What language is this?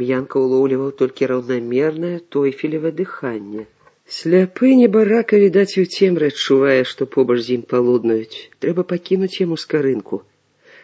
Belarusian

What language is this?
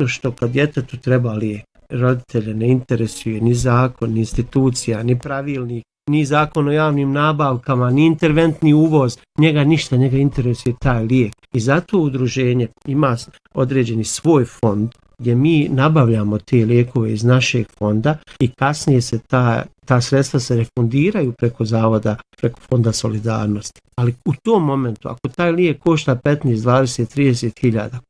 Bosnian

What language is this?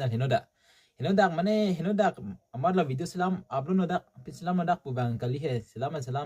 Karbi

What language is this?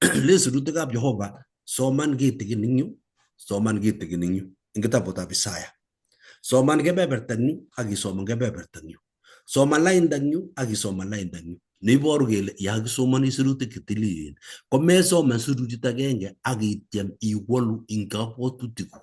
Kalenjin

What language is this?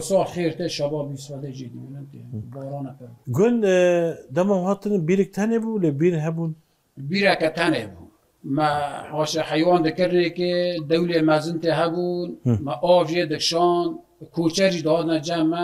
Kurdish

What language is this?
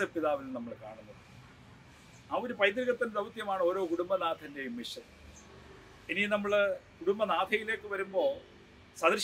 Malayalam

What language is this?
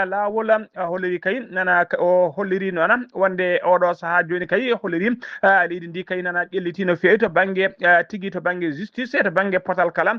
Fula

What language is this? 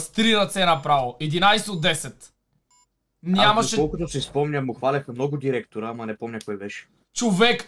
Bulgarian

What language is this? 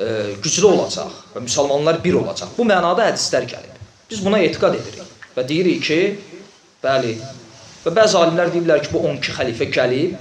Azerbaijani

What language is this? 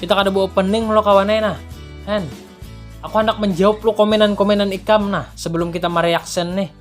Banjar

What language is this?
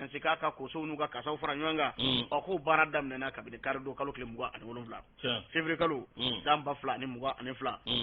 Bambara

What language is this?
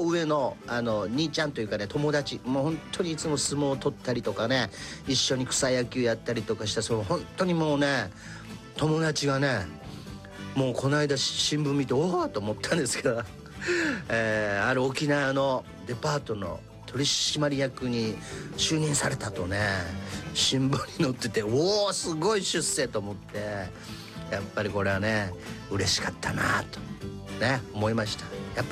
Japanese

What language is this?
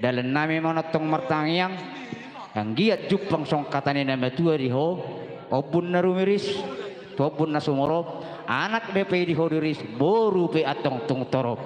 Batak Toba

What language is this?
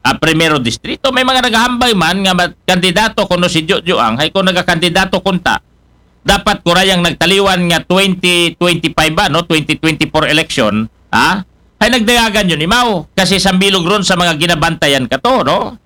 Aklanon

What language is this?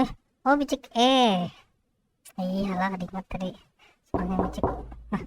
Banjar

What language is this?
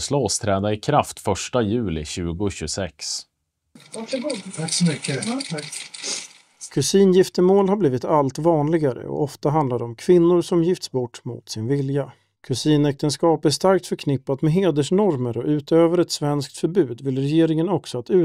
Swedish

